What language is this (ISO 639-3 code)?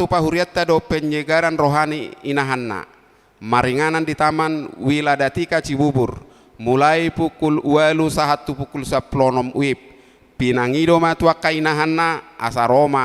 bbc